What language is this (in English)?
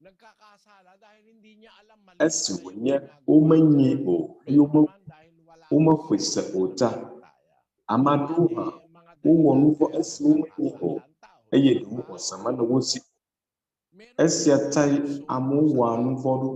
Ewe